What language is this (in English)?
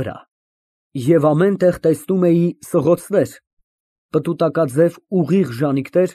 Armenian